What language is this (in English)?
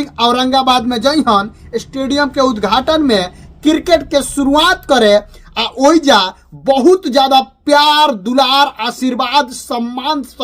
Bhojpuri